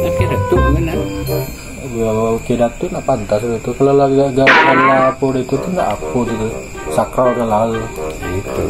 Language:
Minangkabau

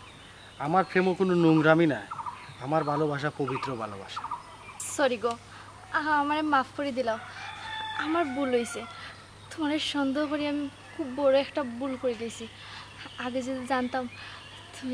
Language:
Sylheti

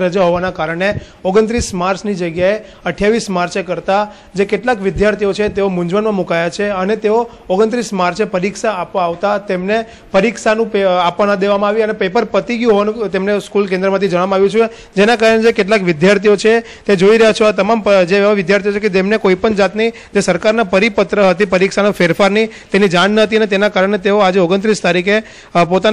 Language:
Gujarati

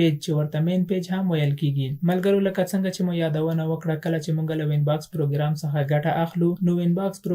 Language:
Pashto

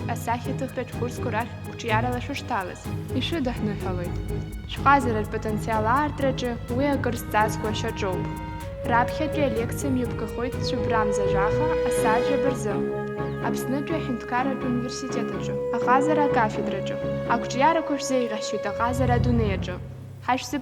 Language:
Abkhazian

